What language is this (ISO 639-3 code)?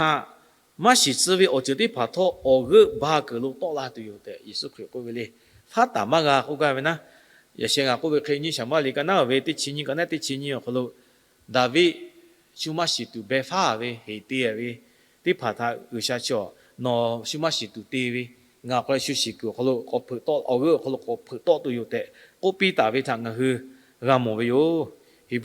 lhu